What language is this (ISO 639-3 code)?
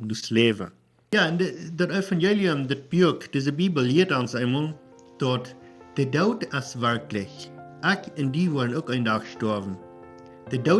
pdt